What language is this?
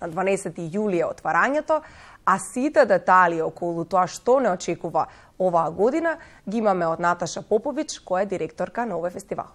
Macedonian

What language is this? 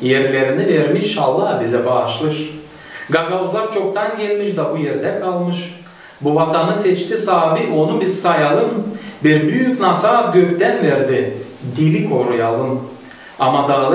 Gagauz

